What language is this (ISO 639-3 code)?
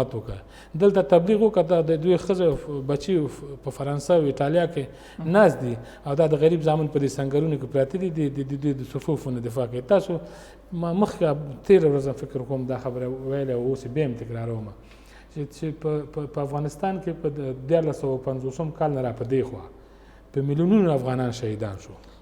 pus